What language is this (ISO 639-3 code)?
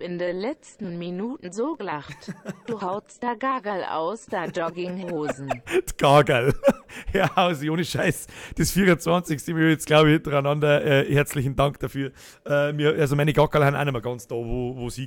bar